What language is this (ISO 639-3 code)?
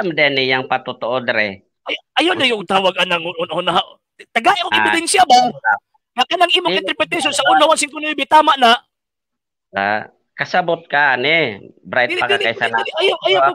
ceb